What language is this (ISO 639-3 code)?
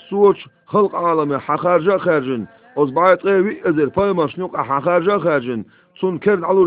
che